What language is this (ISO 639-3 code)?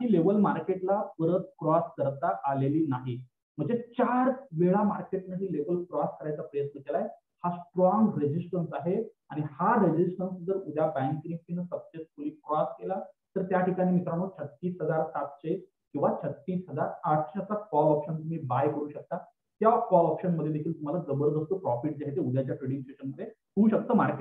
mar